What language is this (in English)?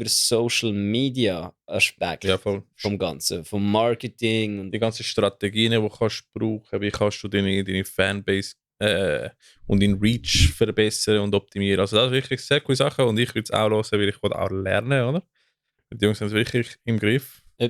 Swiss German